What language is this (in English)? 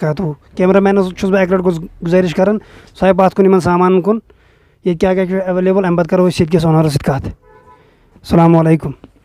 Kashmiri